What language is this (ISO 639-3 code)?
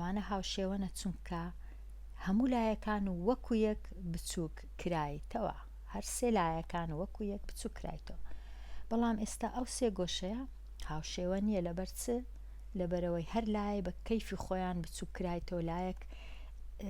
ckb